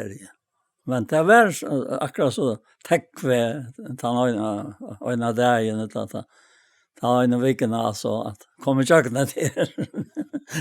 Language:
Faroese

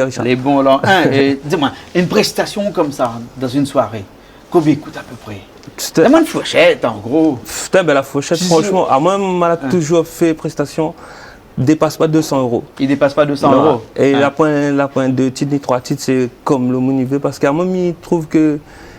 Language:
Réunion Creole French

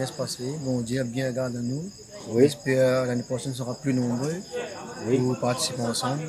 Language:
Réunion Creole French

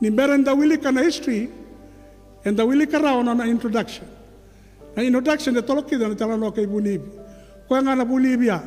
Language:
Fijian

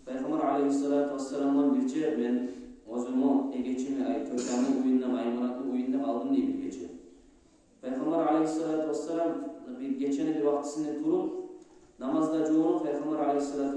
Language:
Kumyk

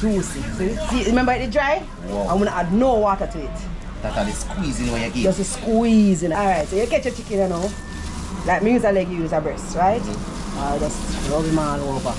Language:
Jamaican Creole English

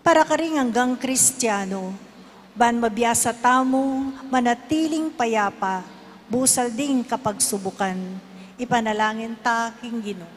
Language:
Pampanga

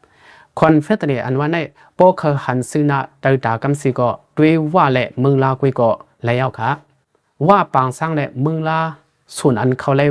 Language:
Shan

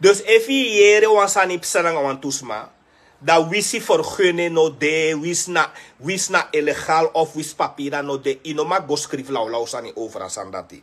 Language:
Sranan Tongo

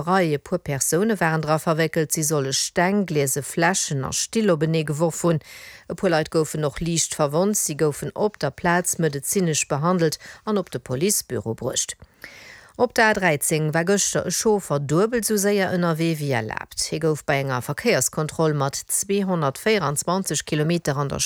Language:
Luxembourgish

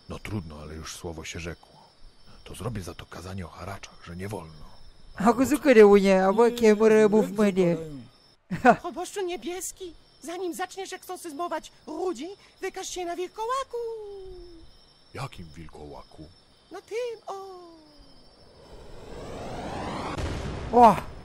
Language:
Malay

